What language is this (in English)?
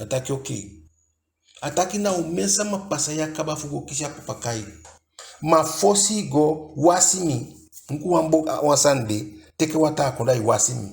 Eastern Maroon Creole